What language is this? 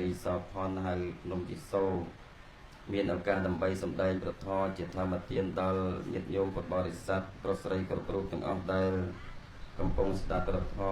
Khmer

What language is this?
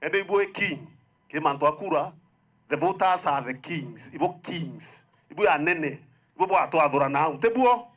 Meru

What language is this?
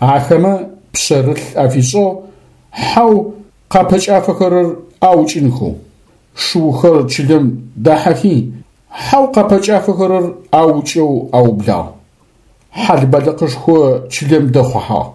Adyghe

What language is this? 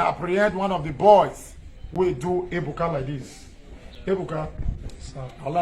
Nigerian Pidgin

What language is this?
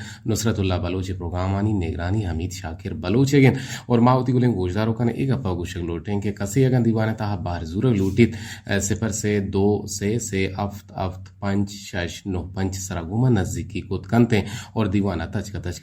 Eastern Balochi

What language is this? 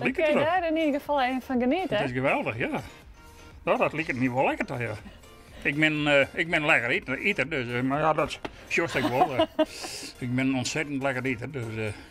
Western Frisian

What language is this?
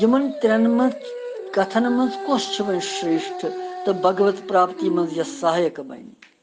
Kashmiri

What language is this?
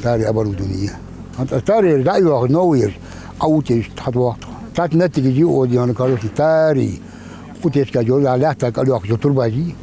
Ingush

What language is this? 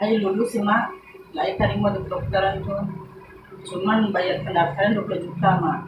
Minangkabau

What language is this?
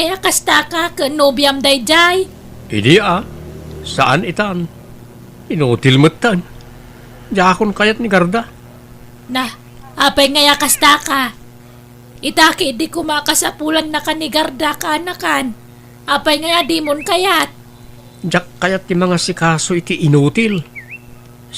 Iloko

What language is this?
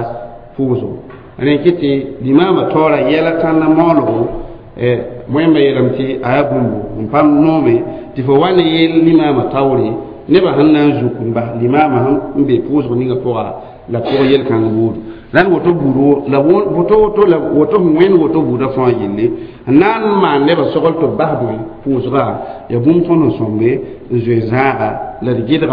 Mossi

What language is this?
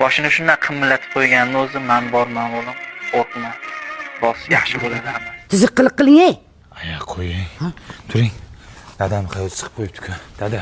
Uzbek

